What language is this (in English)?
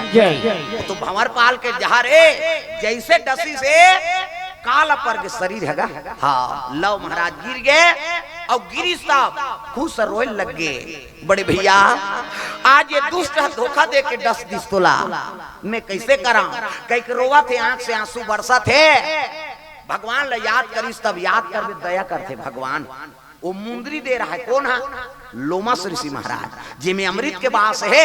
Chhattisgarhi